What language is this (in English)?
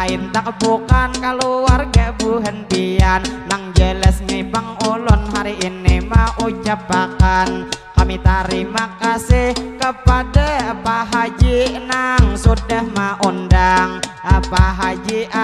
Banjar